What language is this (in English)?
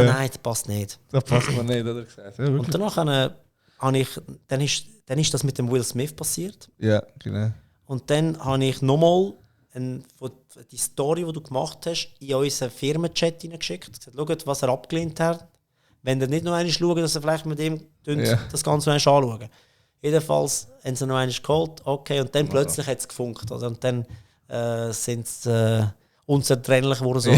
Swiss German